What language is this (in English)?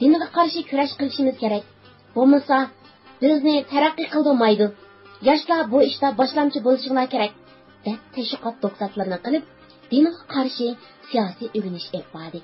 Uyghur